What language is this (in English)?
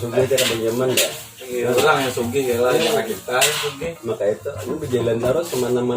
Banjar